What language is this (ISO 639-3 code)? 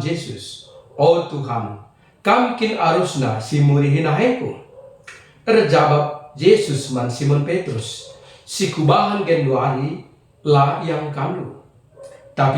btx